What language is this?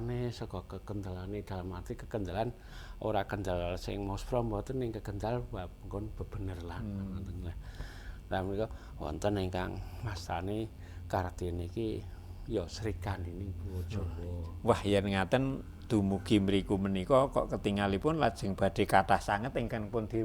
Javanese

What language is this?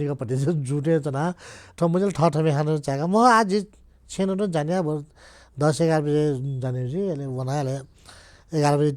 Newari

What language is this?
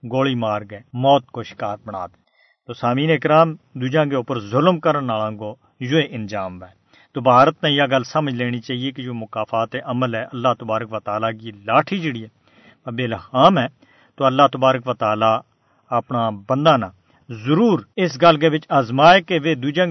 Gujari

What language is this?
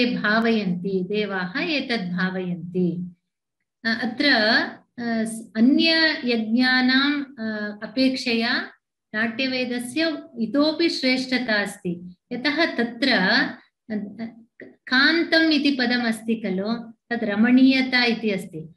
Sanskrit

